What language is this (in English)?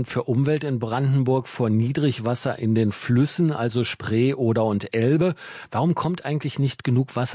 German